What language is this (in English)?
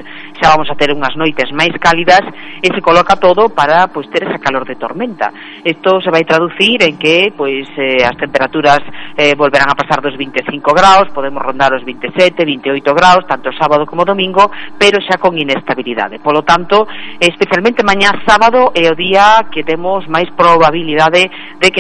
Galician